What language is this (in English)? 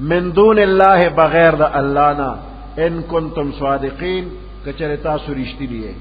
Pashto